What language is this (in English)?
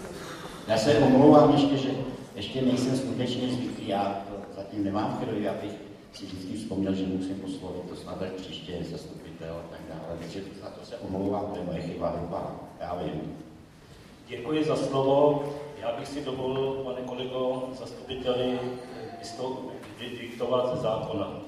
Czech